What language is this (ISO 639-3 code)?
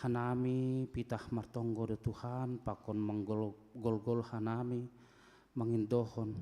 bts